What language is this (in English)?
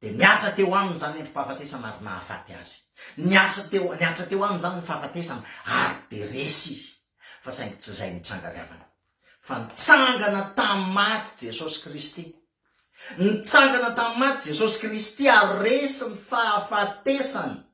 Malagasy